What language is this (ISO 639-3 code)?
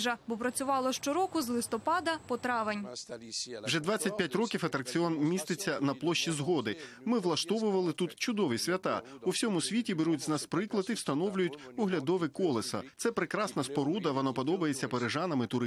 ukr